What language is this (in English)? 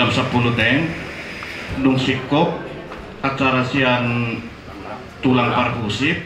Batak Toba